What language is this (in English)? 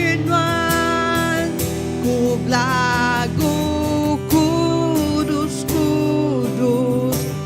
Iban